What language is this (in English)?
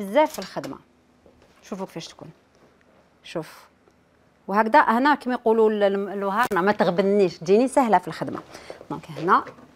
Algerian Arabic